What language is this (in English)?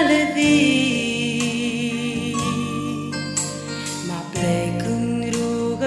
Romanian